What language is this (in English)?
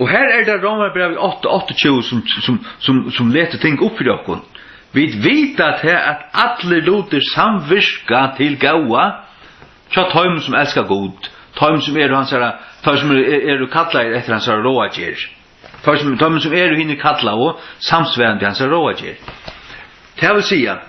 Faroese